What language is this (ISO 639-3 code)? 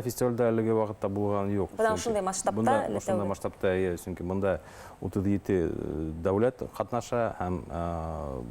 bak